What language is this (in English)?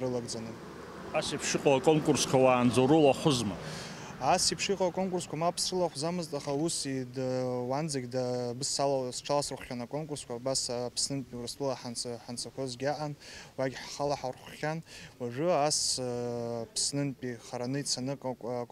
Abkhazian